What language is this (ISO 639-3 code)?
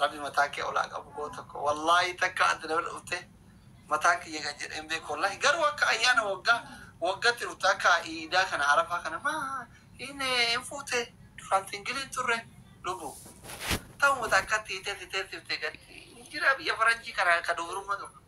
orm